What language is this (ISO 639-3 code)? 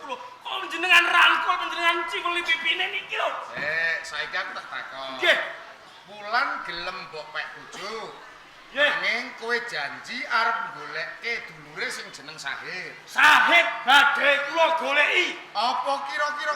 jav